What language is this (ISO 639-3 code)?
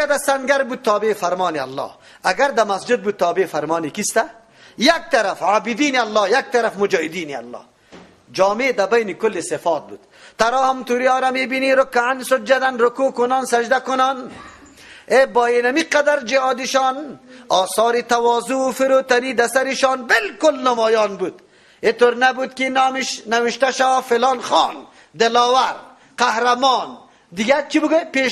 fas